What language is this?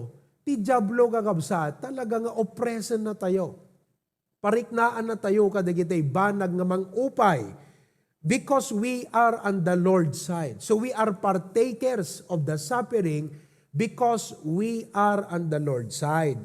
Iloko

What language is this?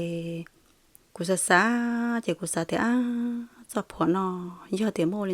Hmong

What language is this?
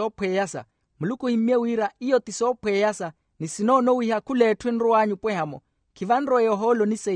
Makhuwa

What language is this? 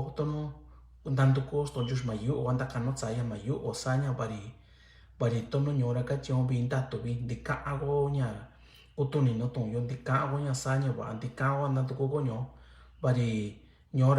Mixtepec Mixtec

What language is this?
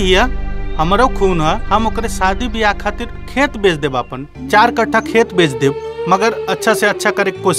Bhojpuri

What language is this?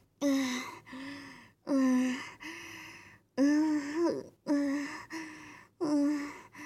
Chinese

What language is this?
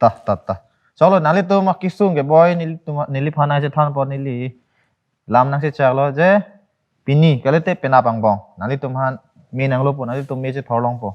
Karbi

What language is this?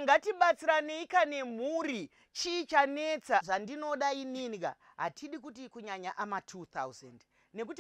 Shona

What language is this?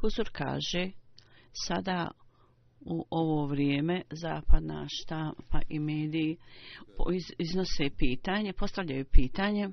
Bosnian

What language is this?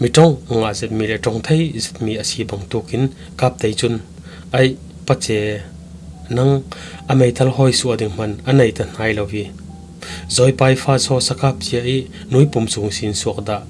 Falam Chin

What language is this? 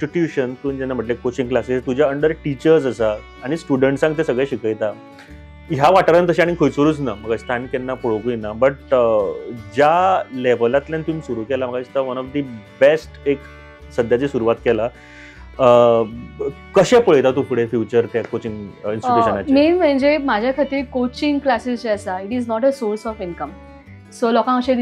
Konkani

